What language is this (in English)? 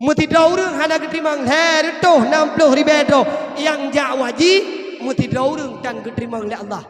Achinese